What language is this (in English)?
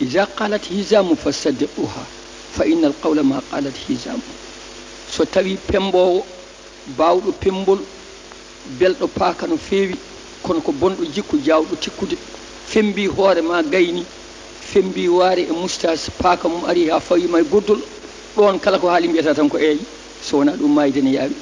Fula